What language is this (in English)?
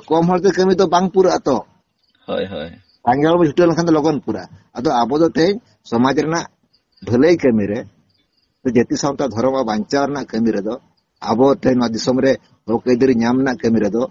Santali